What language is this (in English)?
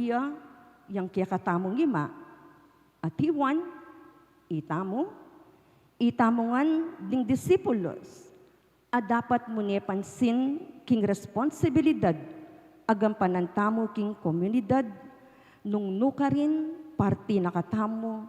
Pampanga